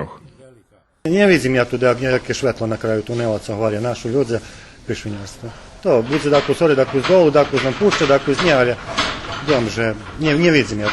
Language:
Rusyn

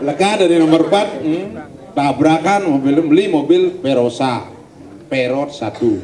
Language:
Balinese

